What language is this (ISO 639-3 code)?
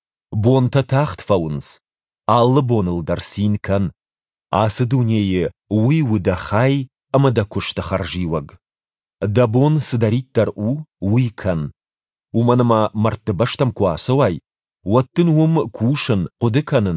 oss